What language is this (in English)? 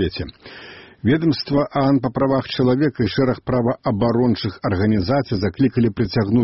Belarusian